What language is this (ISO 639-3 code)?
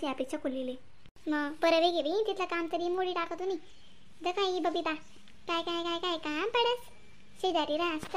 khn